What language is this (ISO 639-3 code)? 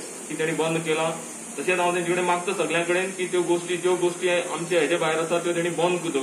kok